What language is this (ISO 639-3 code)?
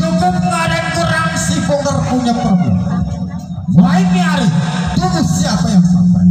bew